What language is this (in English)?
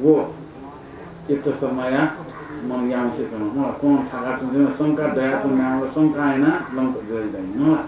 Newari